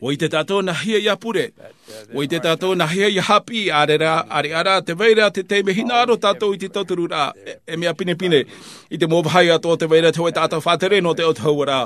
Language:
Tahitian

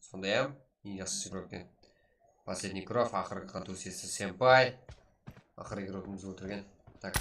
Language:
Kara-Kalpak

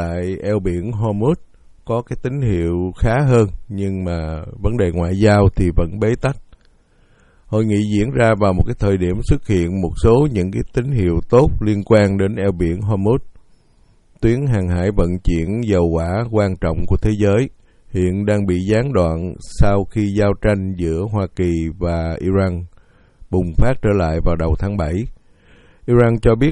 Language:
Vietnamese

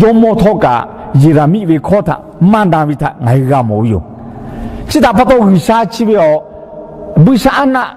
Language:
Lahu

